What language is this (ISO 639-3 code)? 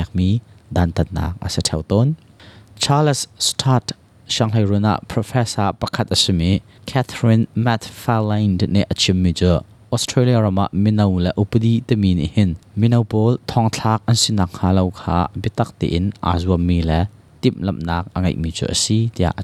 cnh